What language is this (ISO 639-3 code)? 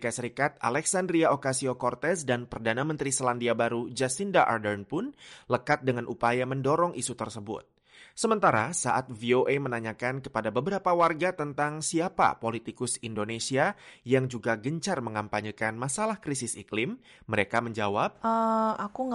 ind